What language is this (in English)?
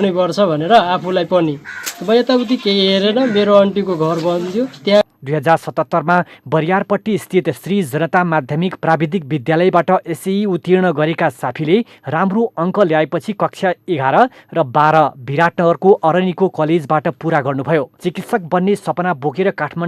Nepali